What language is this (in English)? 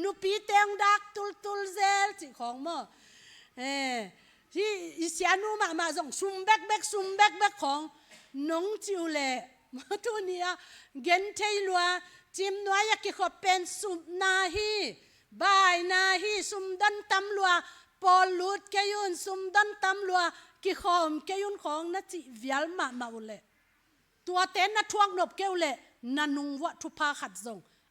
Tedim Chin